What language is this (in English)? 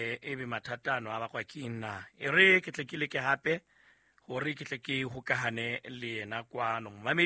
Southern Sotho